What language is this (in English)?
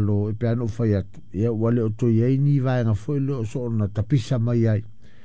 Samoan